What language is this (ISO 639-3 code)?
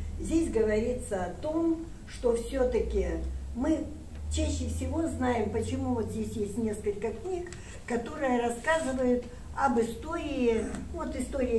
rus